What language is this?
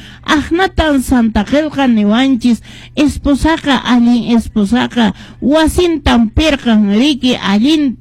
Quechua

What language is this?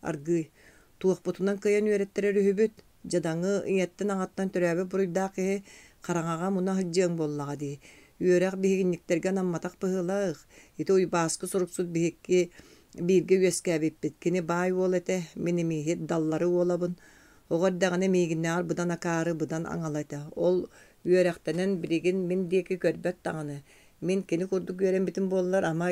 Yakut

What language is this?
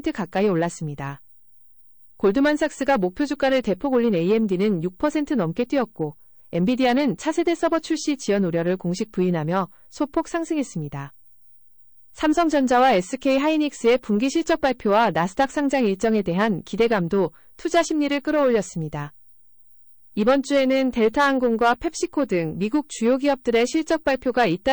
Korean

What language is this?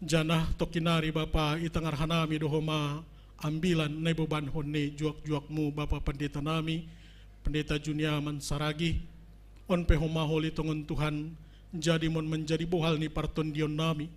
Batak Simalungun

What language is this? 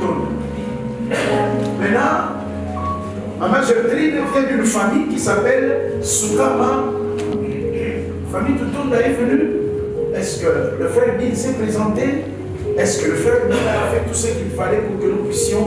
French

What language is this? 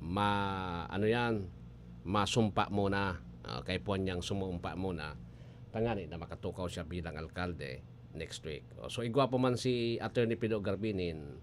Bikol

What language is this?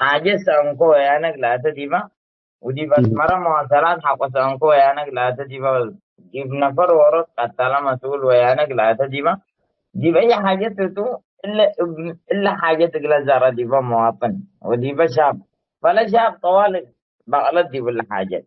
Tigre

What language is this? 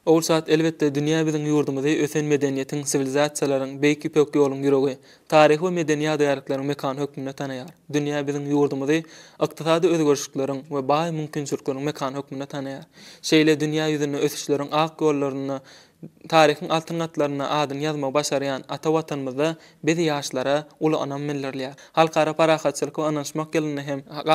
Turkmen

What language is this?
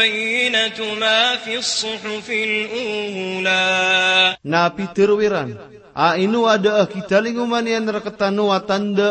Maranao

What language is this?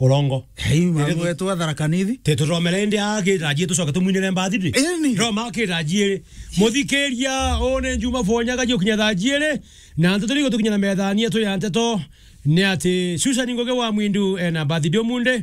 Meru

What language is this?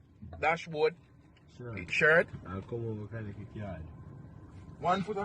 Jamaican Creole English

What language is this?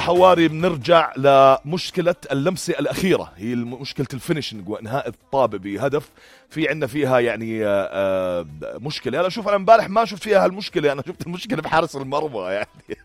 North Levantine Arabic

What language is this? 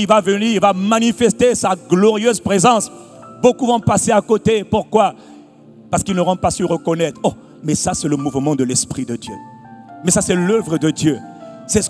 French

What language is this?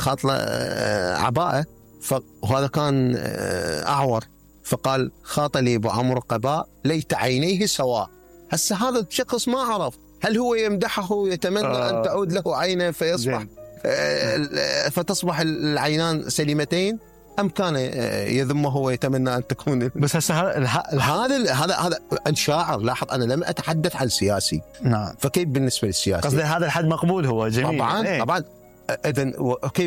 Mesopotamian Arabic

